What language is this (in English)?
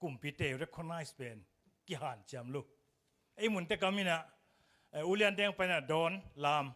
Tedim Chin